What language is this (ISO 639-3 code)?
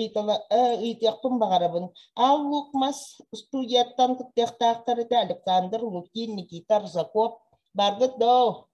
sah